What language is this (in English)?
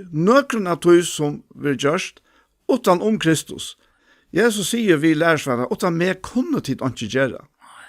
Faroese